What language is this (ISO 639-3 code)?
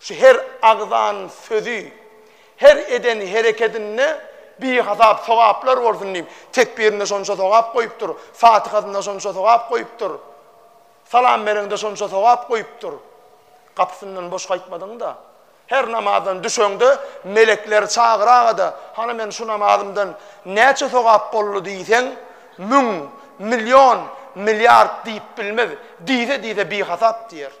tuk